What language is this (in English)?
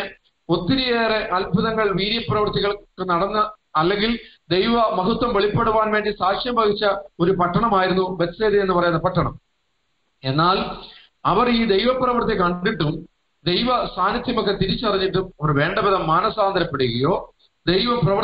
Malayalam